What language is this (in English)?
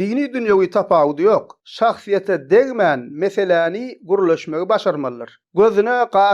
Turkmen